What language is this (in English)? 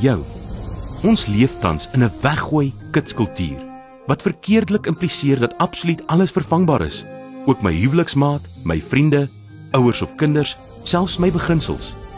Afrikaans